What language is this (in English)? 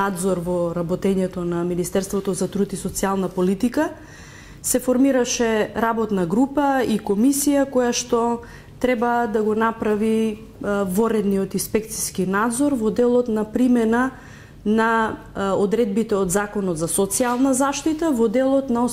Macedonian